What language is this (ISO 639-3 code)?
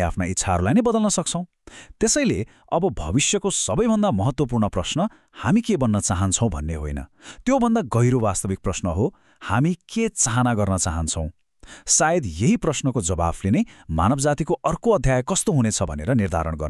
nep